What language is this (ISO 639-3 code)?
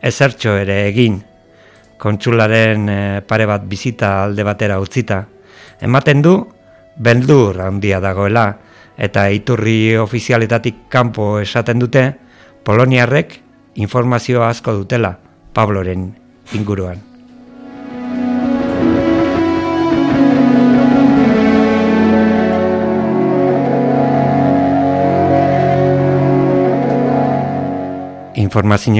eus